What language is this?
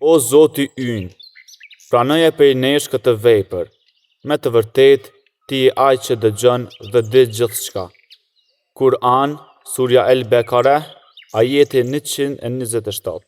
Albanian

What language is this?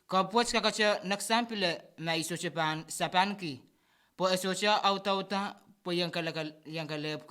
Pohnpeian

